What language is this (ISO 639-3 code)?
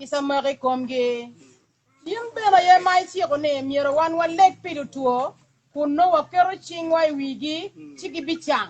ach